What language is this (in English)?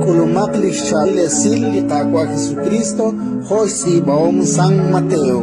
Kekchí